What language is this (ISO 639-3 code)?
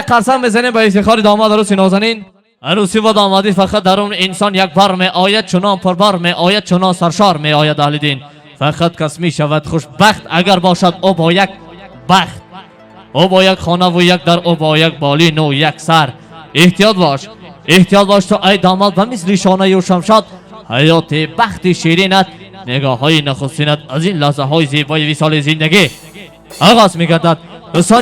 tgk